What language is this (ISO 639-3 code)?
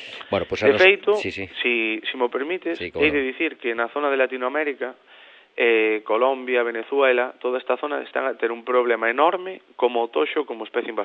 glg